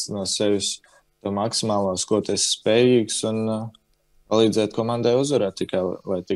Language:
Latvian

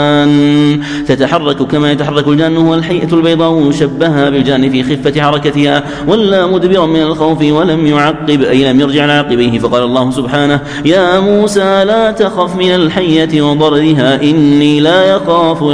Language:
Arabic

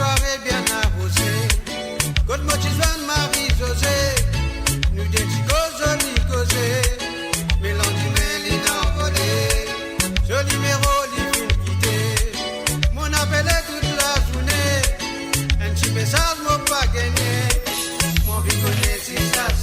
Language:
Morisyen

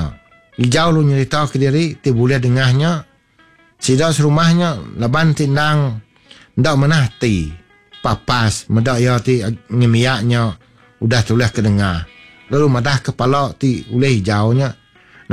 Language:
Iban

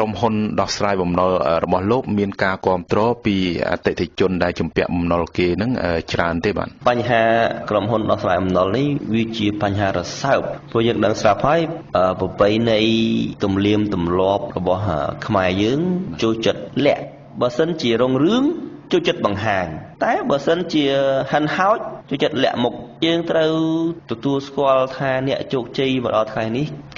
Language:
Khmer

